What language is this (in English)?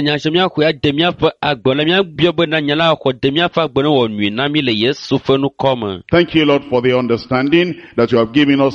Ewe